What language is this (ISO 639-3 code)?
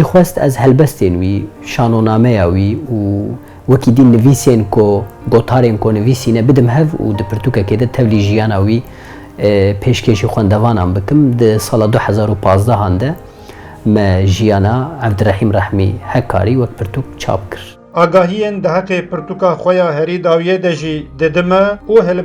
kur